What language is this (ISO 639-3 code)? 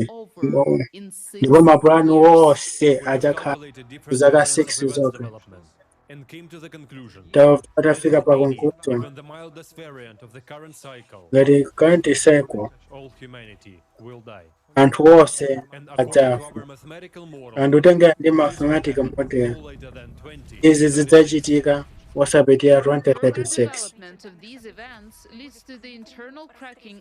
nya